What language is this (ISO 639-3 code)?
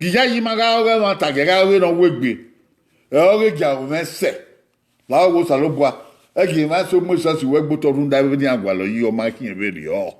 bin